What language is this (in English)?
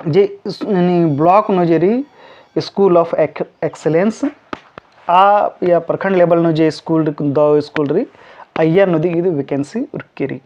Kurukh